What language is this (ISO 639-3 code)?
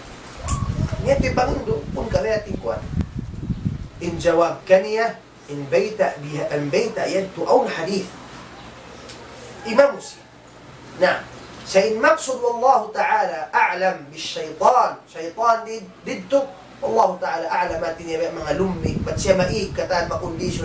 tsg